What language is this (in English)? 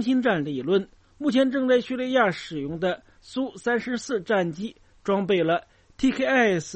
Chinese